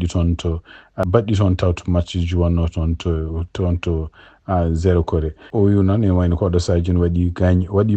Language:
Fula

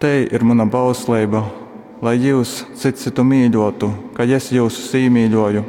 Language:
Latgalian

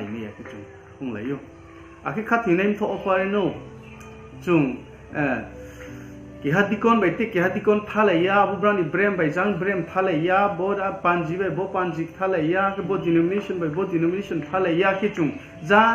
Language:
Riang (India)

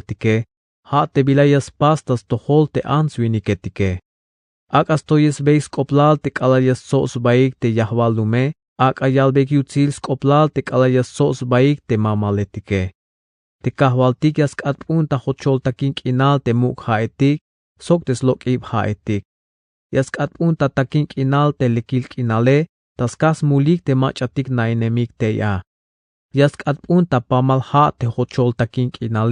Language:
Tzeltal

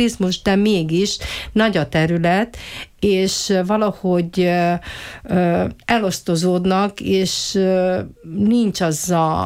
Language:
Hungarian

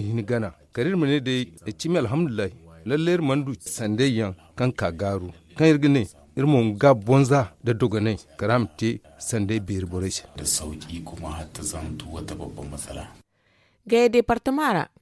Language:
Zarma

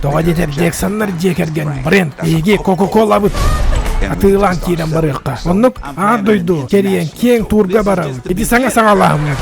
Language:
Yakut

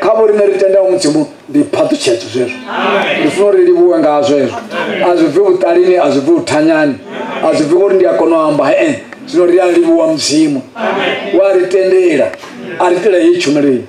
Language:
Venda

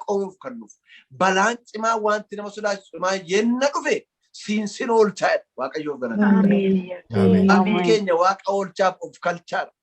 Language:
Oromo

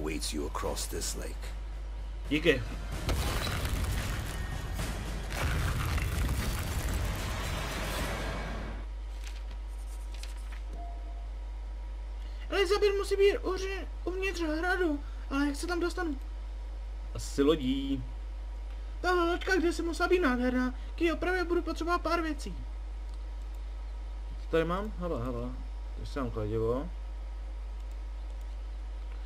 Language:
Czech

